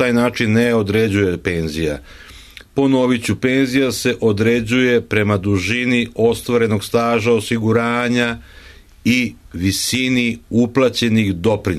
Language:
Serbian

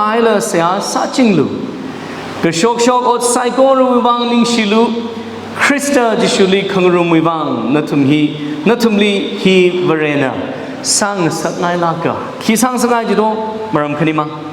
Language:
Tangkhul Naga (India)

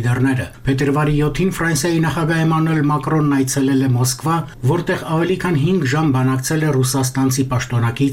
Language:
Armenian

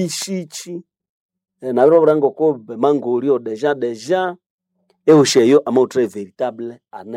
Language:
Nande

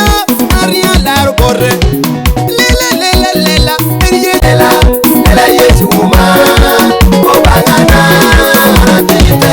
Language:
Lango (Uganda)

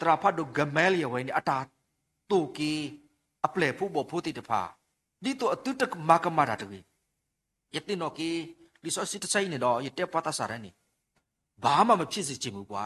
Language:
S'gaw Karen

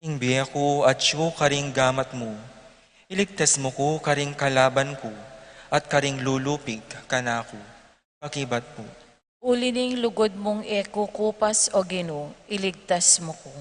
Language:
Pampanga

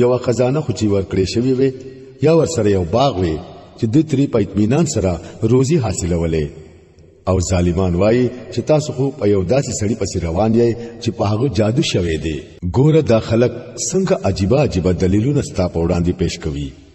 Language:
Pashto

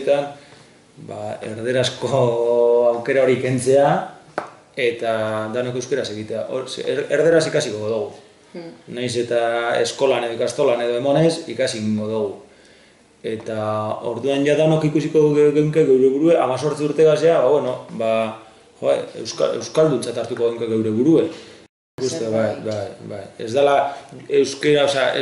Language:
Basque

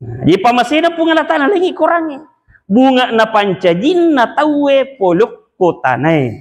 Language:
Buginese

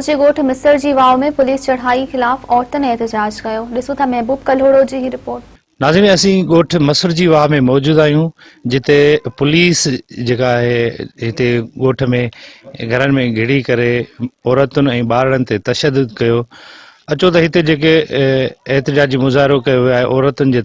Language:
Sindhi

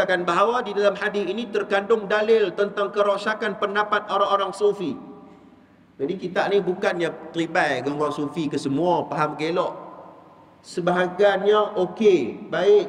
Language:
Malay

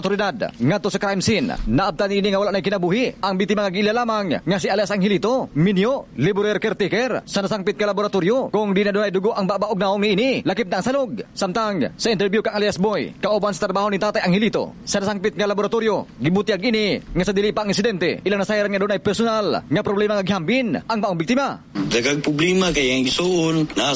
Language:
Cebuano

